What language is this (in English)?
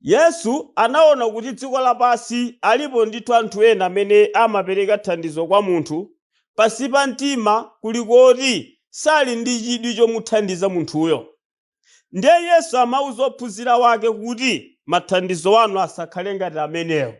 Nyanja